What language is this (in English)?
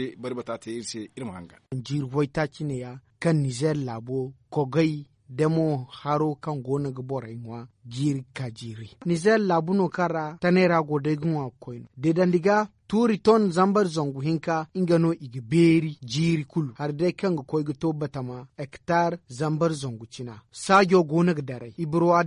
Zarma